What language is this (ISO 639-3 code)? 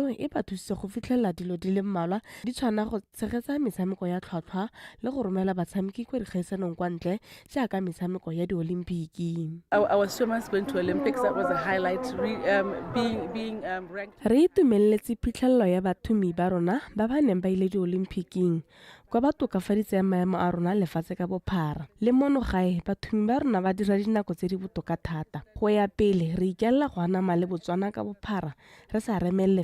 tsn